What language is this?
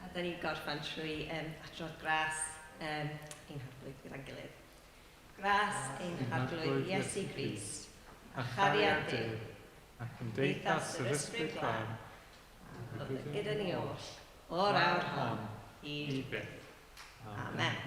Welsh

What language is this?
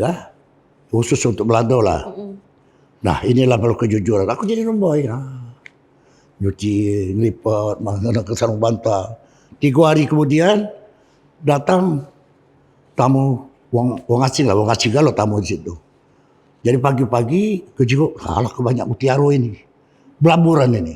Musi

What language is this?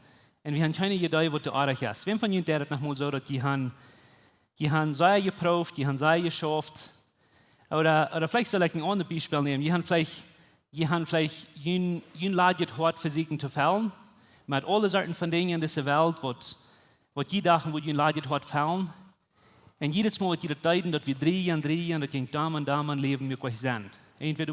Plautdietsch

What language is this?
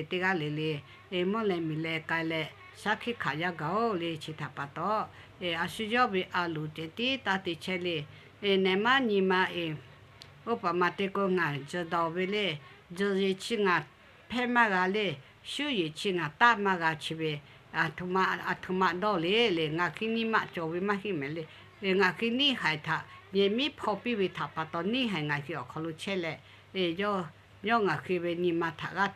Lahu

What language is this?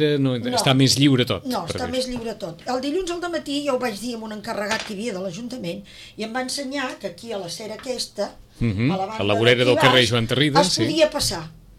Catalan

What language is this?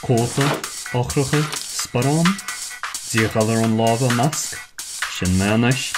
Irish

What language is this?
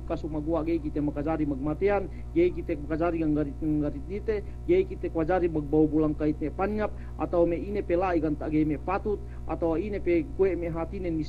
Yakan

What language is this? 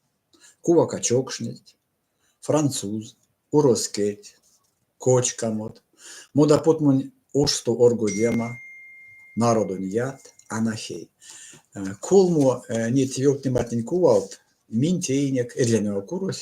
Erzya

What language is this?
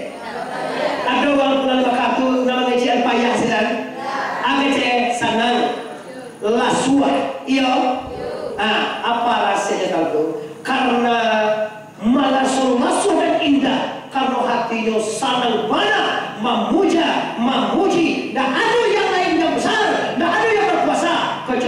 Minangkabau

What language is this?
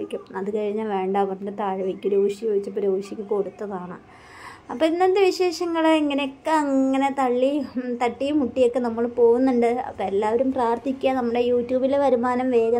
Malayalam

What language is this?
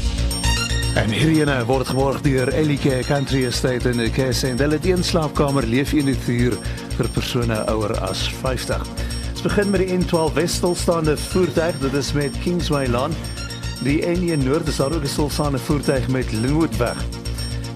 Afrikaans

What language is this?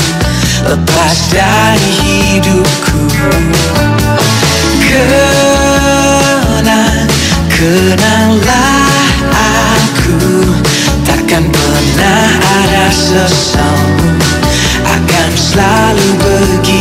Indonesian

